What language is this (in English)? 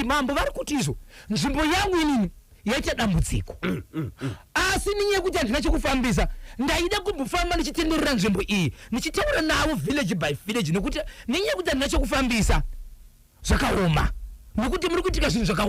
Shona